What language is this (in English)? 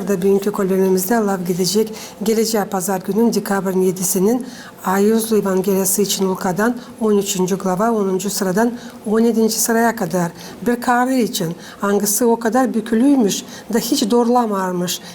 Gagauz